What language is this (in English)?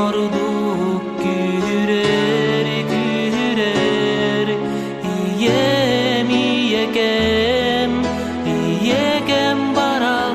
Yakut